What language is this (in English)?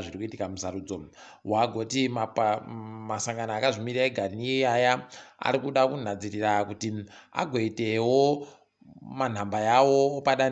Ndau